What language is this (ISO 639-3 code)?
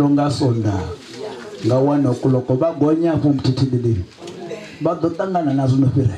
ven